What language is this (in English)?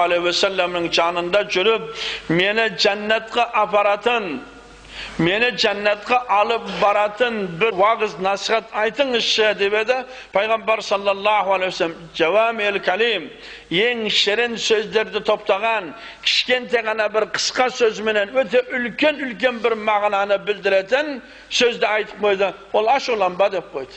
Kazakh